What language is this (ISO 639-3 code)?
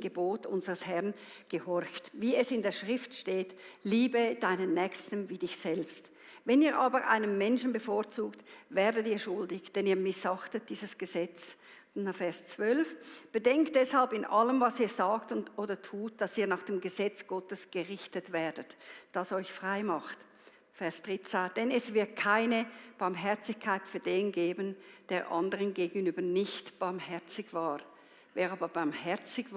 gsw